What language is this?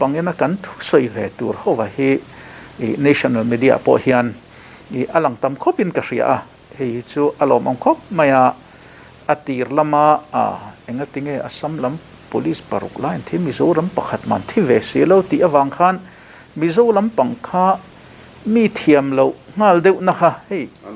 Mizo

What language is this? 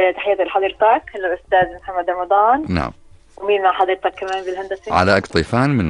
North Levantine Arabic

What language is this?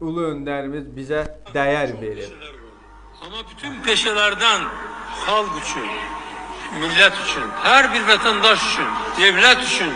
Azerbaijani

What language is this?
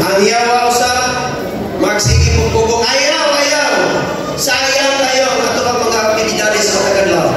Cebuano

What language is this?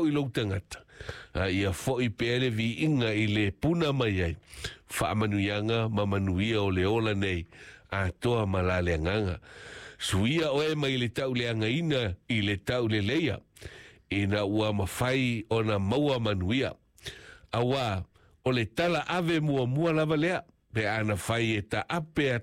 Samoan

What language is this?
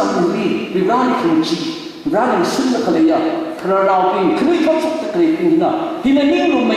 Tangkhul Naga (India)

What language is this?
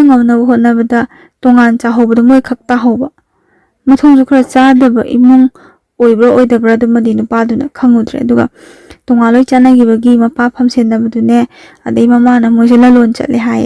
Manipuri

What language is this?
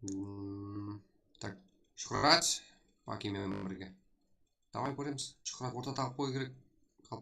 Kara-Kalpak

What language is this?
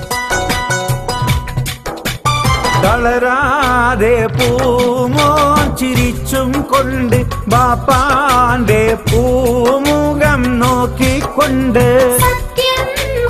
Malayalam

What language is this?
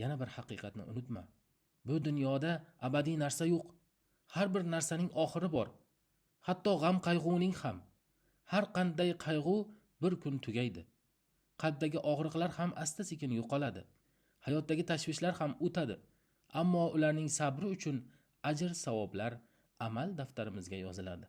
Uzbek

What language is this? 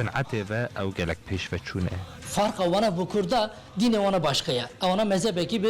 Kurdish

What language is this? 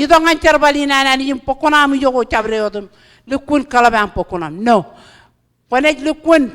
Marshallese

